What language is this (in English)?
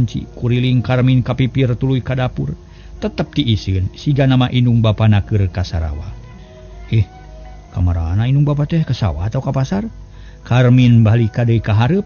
Sundanese